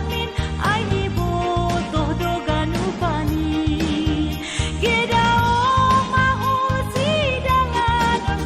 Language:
Batak Simalungun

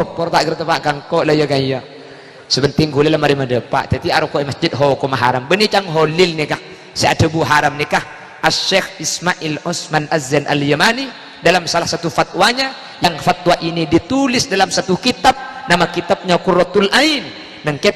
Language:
Madurese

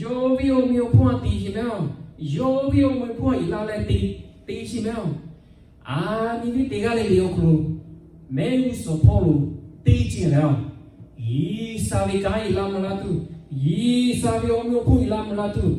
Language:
Lahu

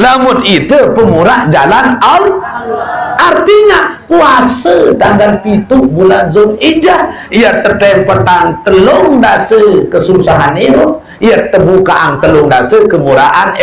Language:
Sasak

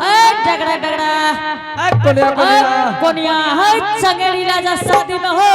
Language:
Angika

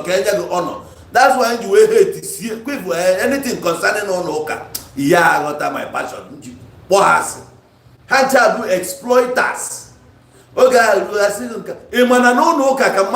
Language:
Igbo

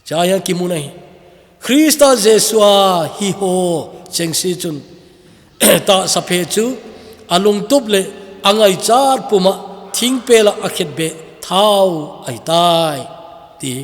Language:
Thado Chin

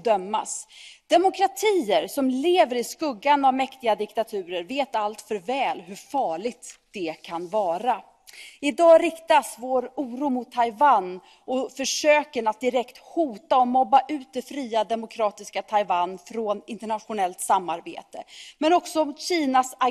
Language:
Swedish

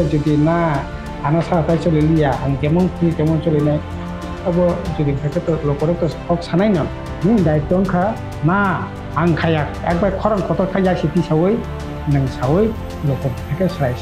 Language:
Kok Borok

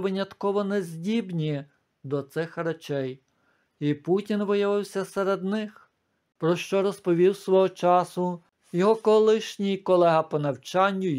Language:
Ukrainian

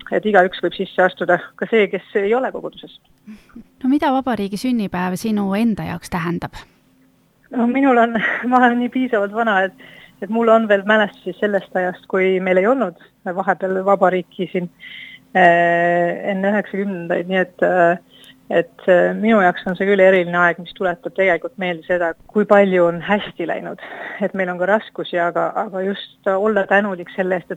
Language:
Estonian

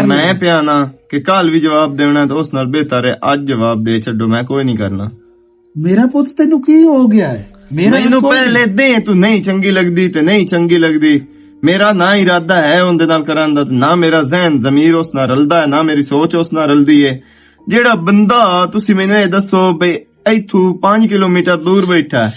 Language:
Western Panjabi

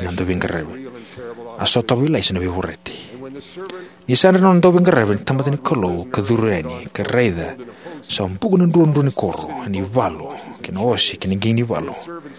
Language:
Fijian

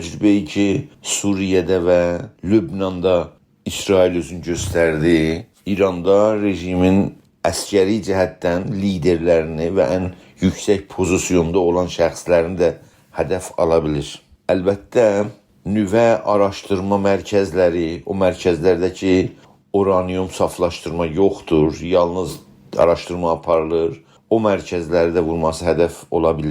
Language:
South Azerbaijani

